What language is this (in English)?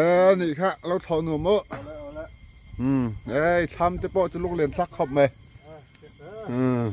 Falam Chin